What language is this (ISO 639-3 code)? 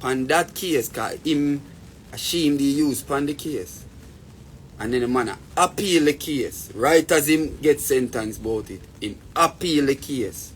jam